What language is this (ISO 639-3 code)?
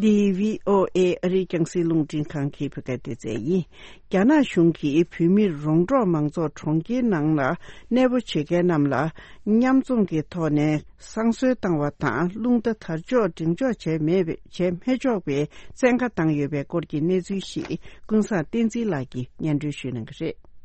bod